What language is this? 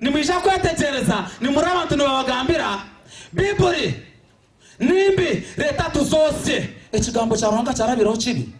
Nyankole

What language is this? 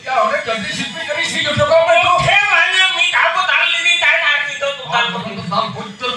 Santali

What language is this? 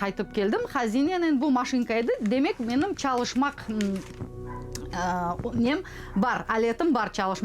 Crimean Tatar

